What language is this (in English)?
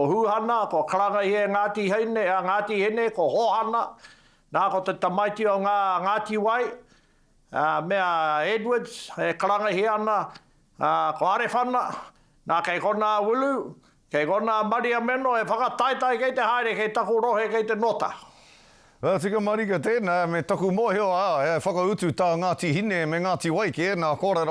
Māori